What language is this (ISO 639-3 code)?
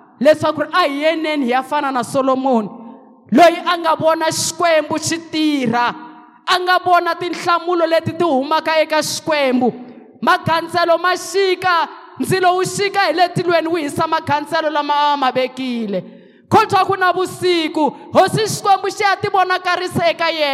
tso